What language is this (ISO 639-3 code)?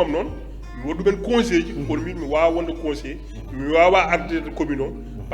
ful